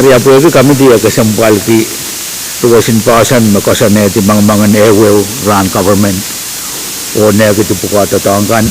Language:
Pohnpeian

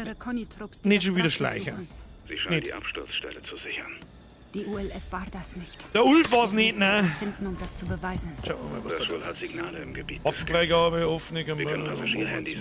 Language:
Bavarian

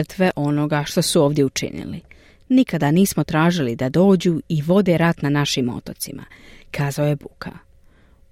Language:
Croatian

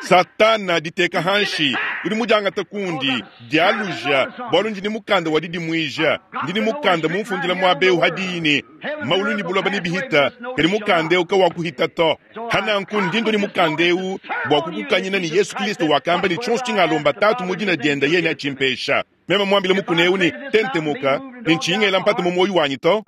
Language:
Luba-Lulua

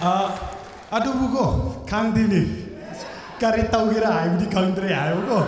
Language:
Tangkhul Naga (India)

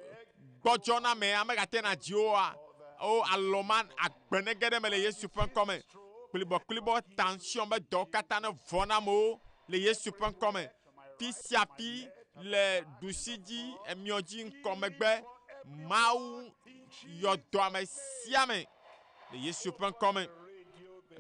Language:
Ewe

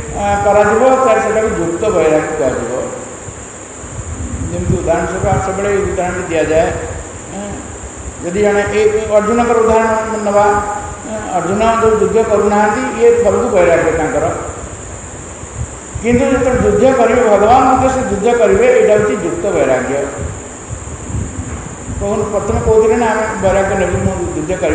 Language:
Odia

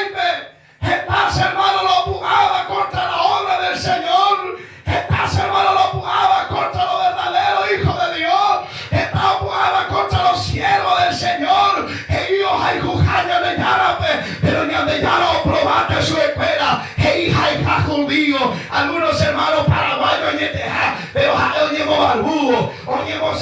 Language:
Guarani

